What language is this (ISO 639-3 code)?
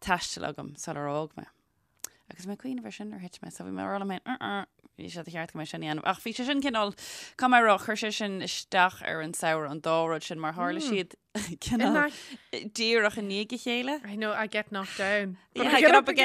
gle